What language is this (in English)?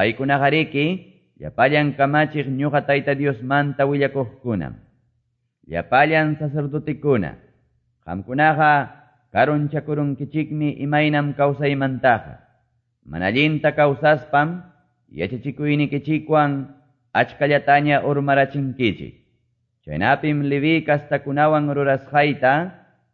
Quechua